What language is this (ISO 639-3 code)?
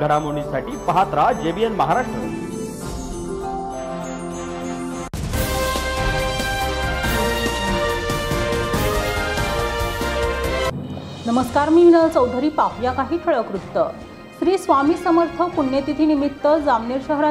mar